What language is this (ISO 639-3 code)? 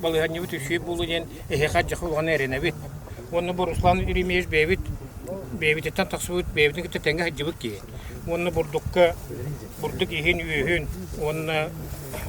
sah